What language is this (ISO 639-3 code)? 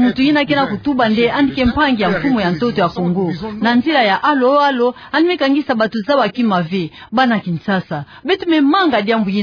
ktu